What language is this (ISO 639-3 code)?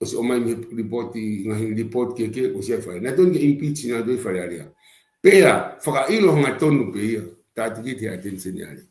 ton